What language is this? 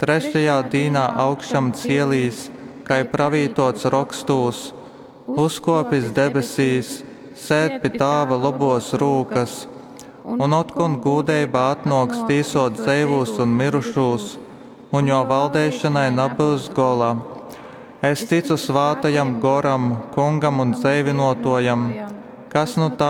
Latgalian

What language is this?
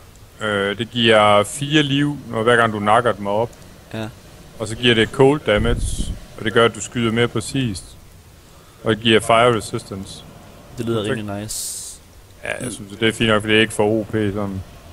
Danish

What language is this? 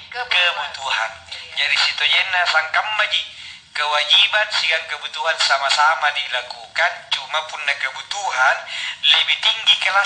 Makasar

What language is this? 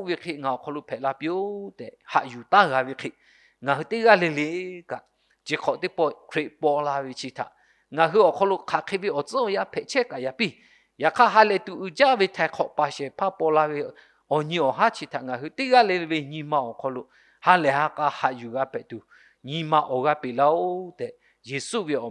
Lahu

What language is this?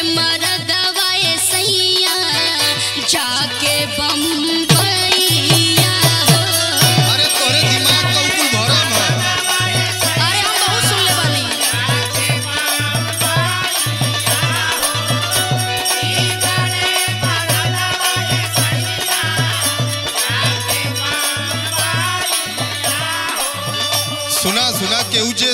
Bhojpuri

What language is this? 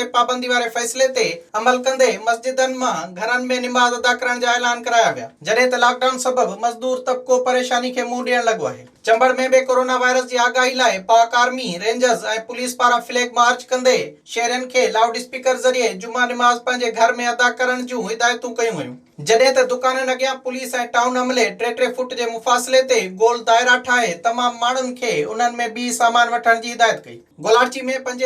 Sindhi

